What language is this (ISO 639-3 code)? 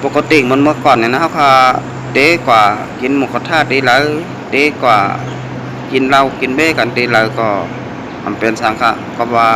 shn